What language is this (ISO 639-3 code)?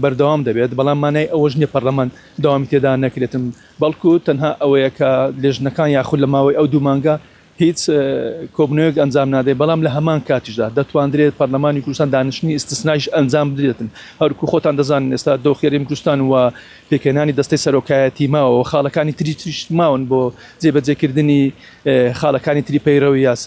ckb